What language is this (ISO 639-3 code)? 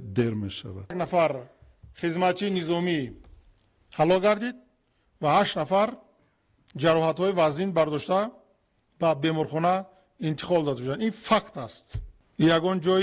tgk